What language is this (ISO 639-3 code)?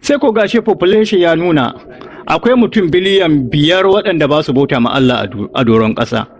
hau